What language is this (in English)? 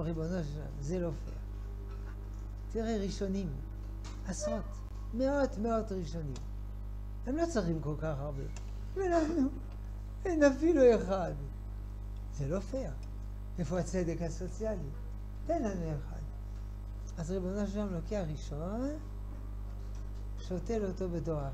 Hebrew